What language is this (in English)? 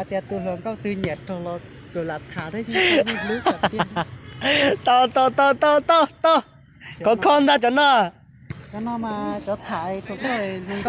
Hmong